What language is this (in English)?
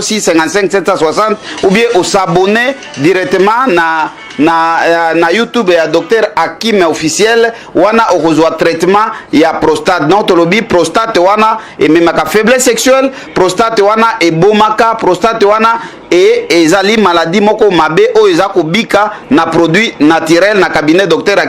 Lingala